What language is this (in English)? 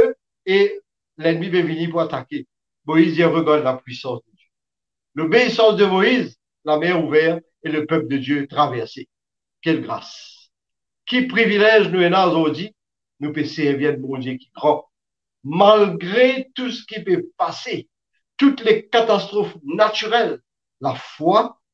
Morisyen